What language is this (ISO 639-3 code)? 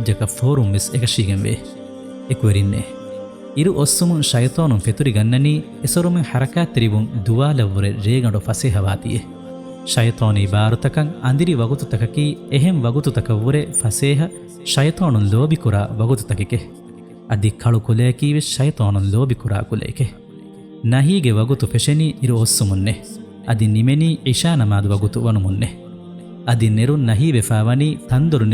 div